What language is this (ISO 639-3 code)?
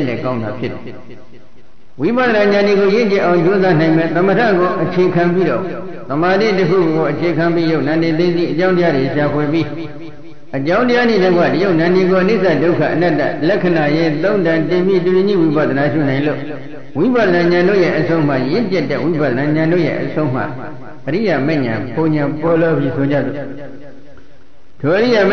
mya